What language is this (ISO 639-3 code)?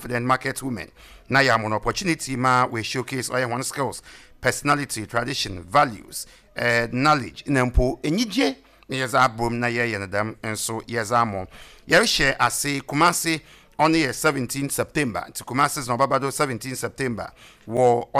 aka